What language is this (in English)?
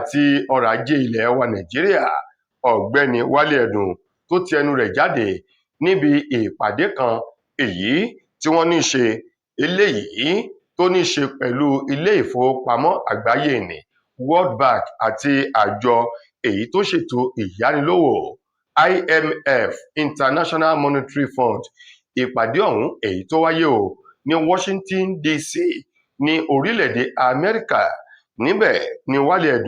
Yoruba